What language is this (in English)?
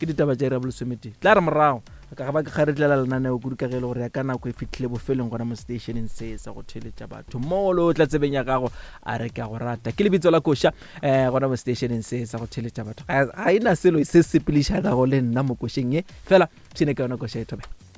Northern Sotho